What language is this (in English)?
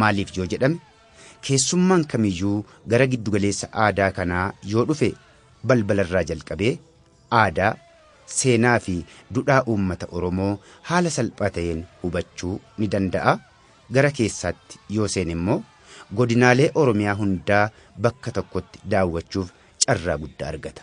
Oromo